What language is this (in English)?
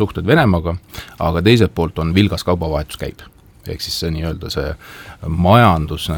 Estonian